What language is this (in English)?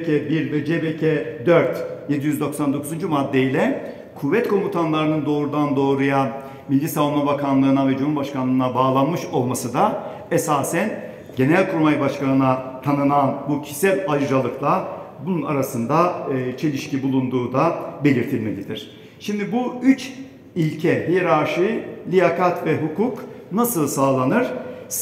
Turkish